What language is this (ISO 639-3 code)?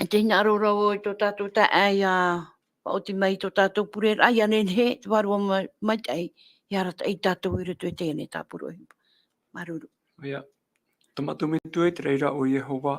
tah